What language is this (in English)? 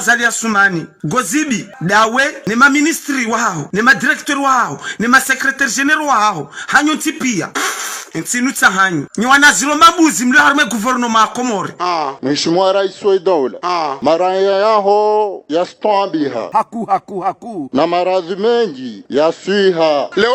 Ngazidja Comorian